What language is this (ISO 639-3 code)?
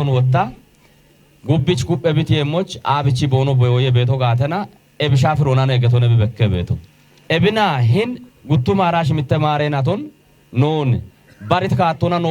kbr